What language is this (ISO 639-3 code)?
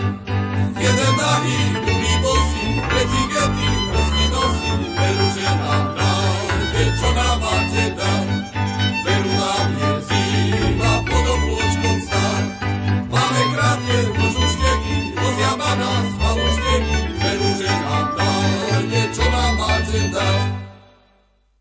slk